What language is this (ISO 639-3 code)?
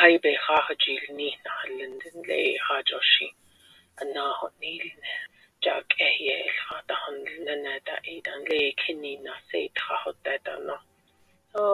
nav